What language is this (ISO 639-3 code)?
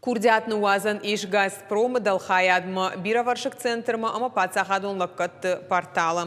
oss